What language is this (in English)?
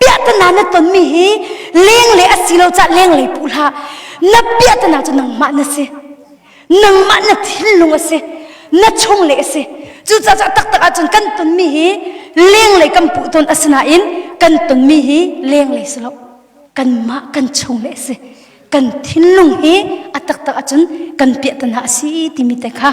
Hakha Chin